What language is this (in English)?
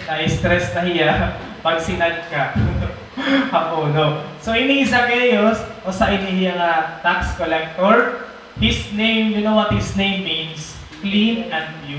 Waray